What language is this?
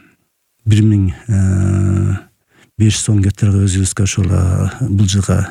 Kyrgyz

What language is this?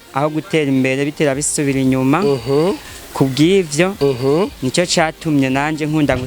Rundi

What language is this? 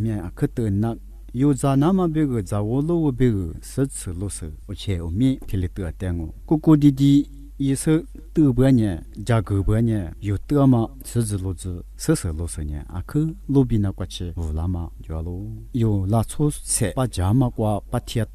Lisu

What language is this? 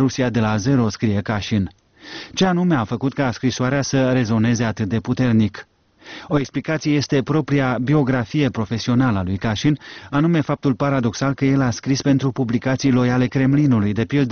Romanian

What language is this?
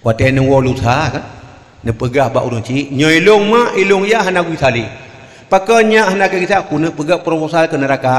Achinese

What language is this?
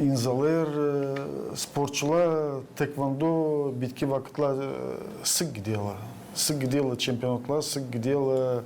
Gagauz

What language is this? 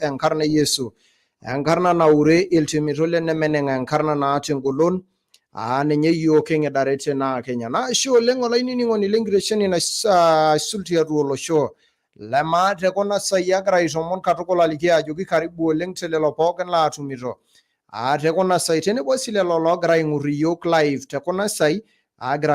Masai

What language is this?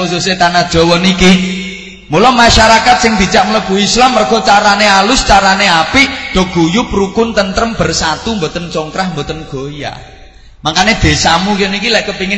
Javanese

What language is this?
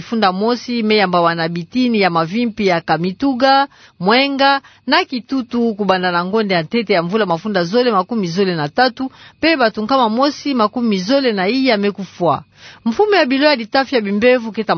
Kituba (Democratic Republic of Congo)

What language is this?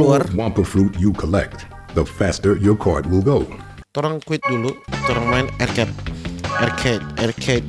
Manado Malay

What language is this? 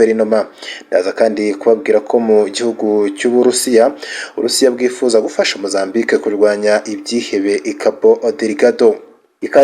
Kinyarwanda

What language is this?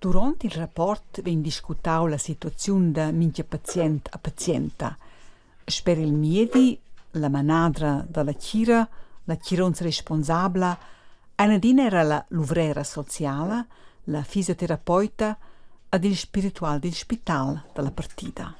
Romansh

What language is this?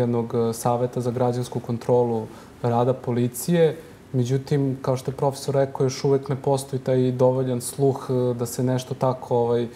Serbian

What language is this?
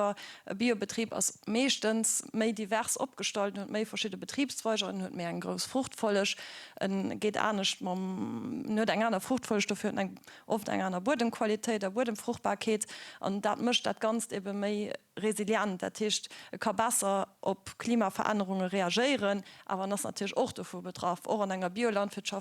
Luxembourgish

